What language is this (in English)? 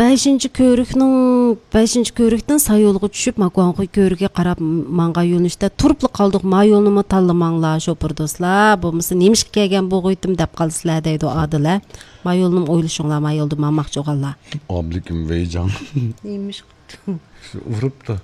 Uyghur